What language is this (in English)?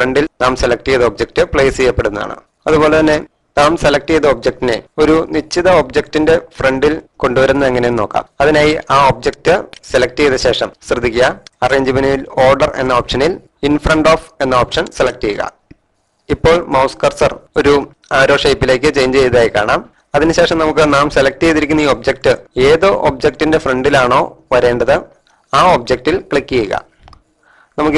Malayalam